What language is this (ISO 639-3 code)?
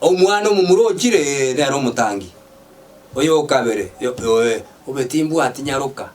guz